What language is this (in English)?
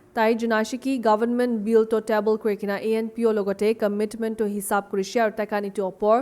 Naga Pidgin